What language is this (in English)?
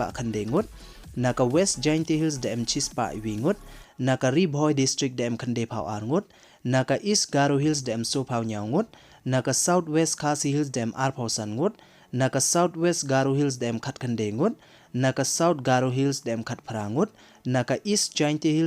Pnar